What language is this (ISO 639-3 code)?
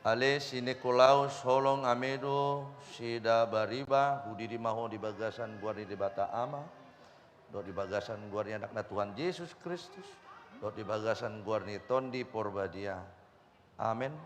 bbc